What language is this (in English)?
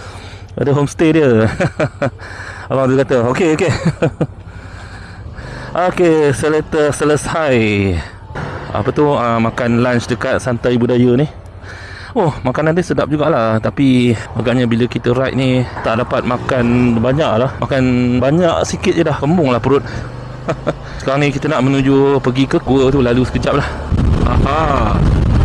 Malay